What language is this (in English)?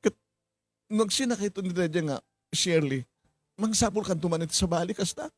Iloko